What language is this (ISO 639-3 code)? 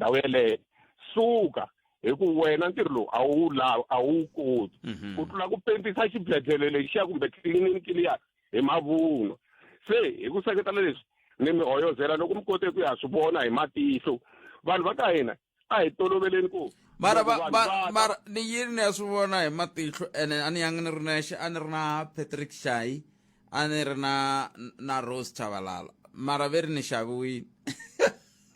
tso